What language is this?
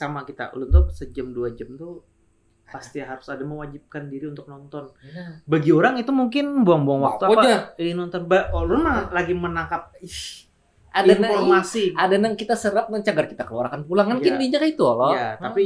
Banjar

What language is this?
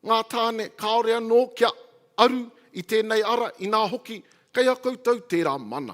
Māori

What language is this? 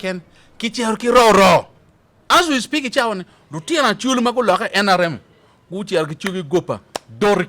Acoli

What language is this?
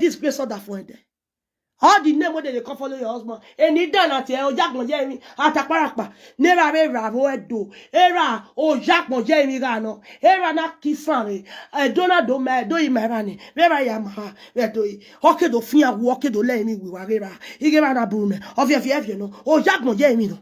Nigerian Pidgin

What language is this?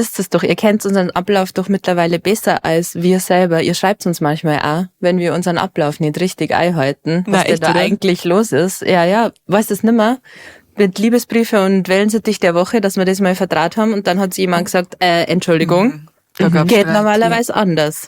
Bavarian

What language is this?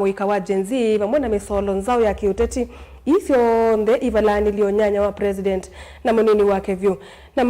Kamba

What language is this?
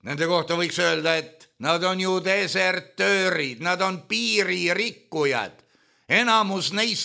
Estonian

